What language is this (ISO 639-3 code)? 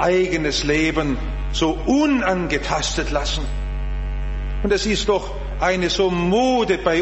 deu